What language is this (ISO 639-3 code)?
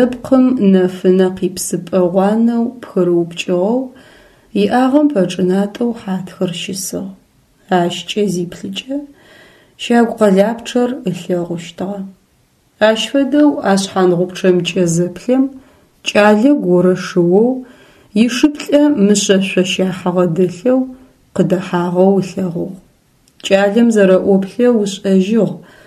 ady